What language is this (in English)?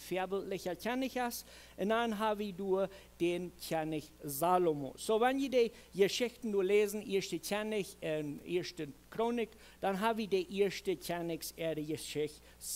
Plautdietsch